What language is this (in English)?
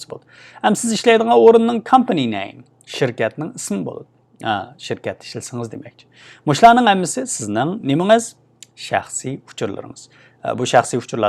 Uyghur